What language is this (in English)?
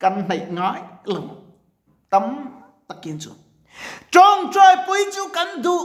Mizo